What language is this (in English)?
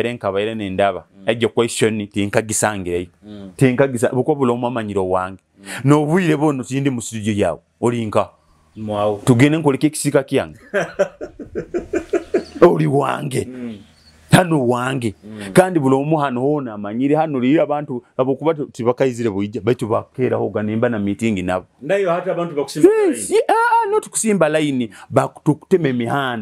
Nyoro